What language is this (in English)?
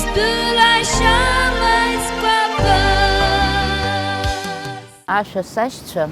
Abkhazian